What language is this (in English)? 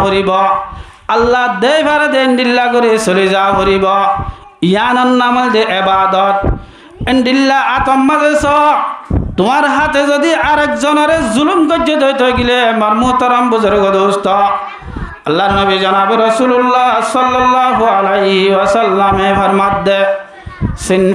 Rohingya